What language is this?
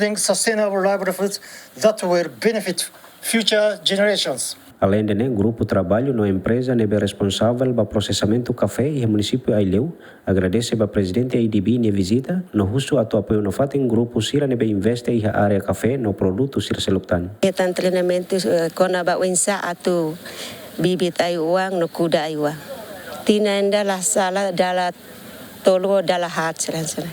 Tetum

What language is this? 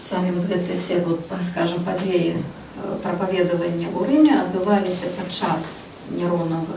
Belarusian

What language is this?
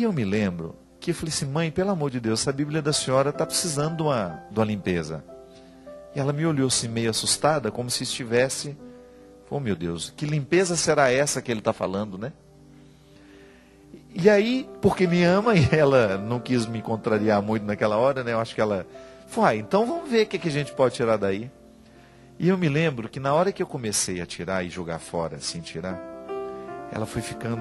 Portuguese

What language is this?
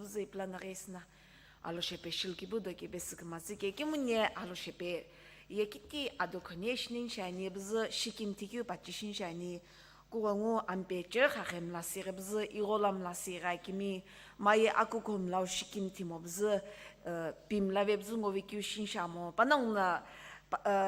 Sumi Naga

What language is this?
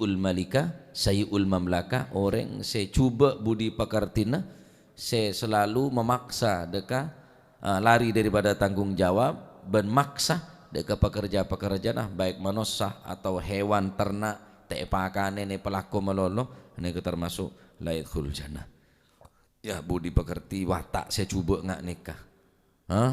Madurese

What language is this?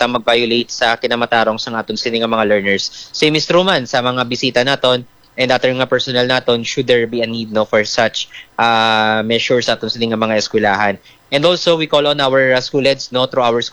Hiligaynon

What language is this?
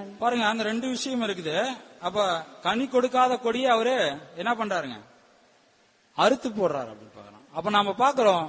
Tamil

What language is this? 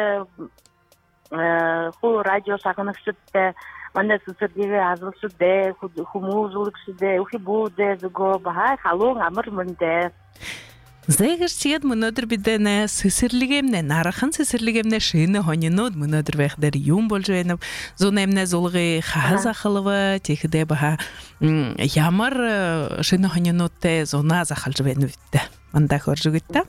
Buriat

